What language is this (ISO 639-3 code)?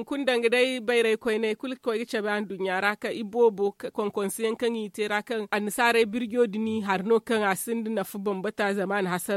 dje